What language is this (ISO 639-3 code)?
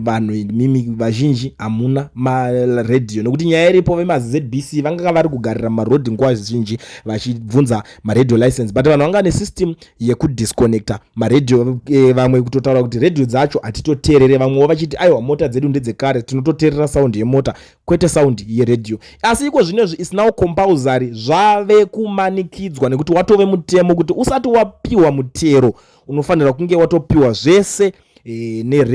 sna